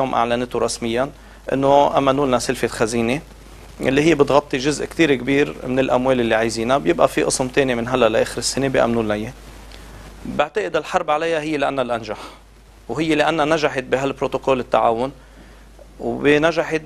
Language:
North Levantine Arabic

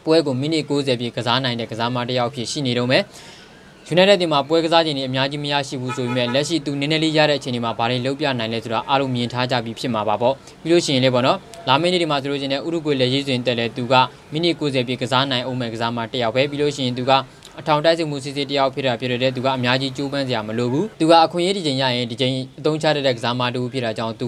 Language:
Burmese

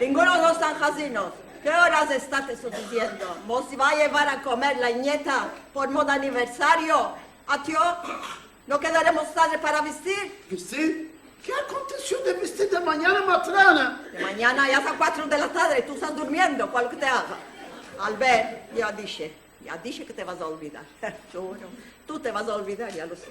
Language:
Ladino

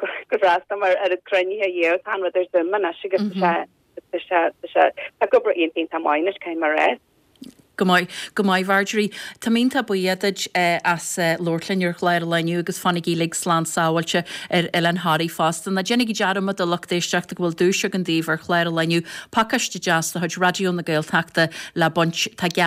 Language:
Irish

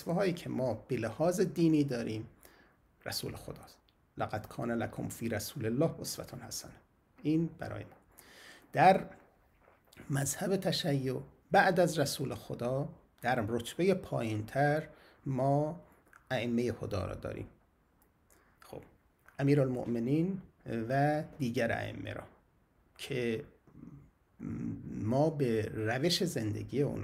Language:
Persian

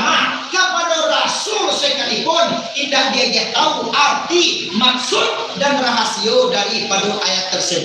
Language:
Minangkabau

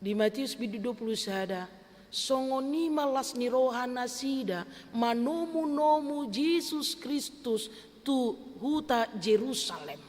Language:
Batak Toba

